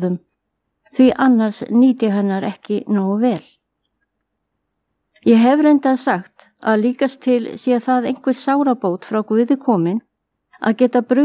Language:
Icelandic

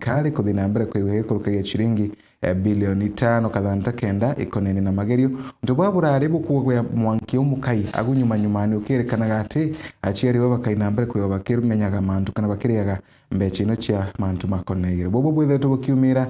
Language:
Meru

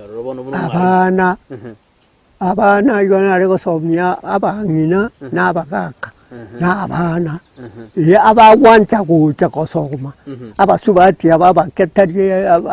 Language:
Gusii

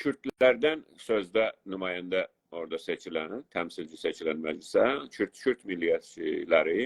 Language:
South Azerbaijani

